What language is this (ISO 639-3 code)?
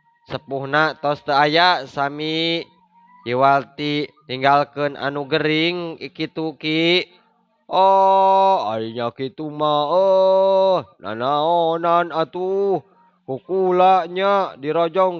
sun